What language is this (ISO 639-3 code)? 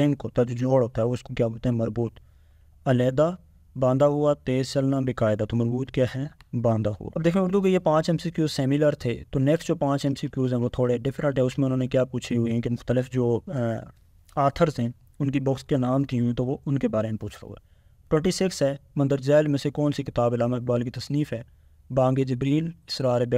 urd